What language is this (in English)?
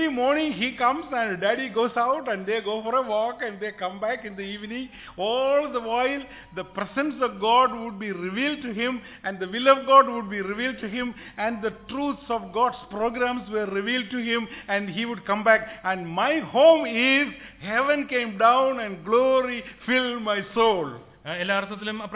Malayalam